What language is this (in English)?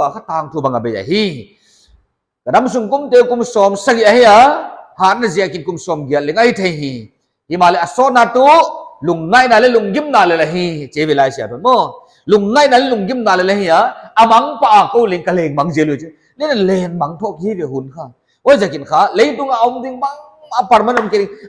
Paite Chin